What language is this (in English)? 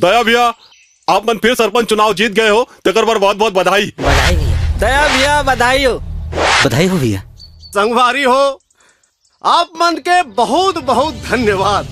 Chhattisgarhi